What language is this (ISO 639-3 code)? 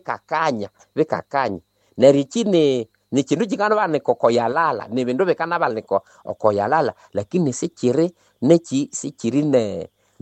nnb